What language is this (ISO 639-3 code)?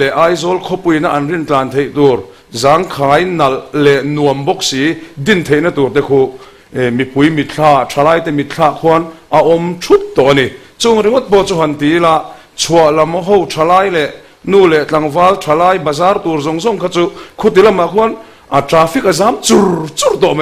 lus